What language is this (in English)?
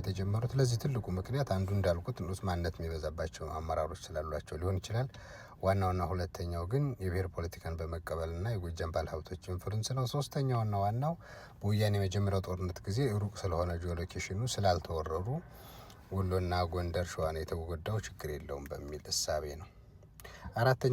Amharic